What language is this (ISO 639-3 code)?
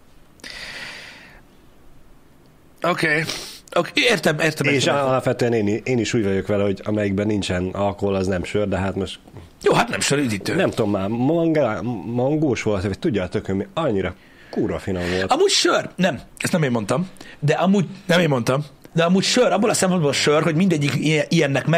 hun